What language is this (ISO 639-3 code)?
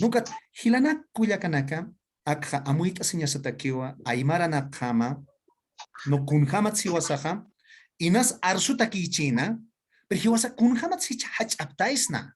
aym